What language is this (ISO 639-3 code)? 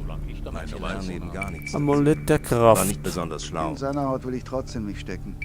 bar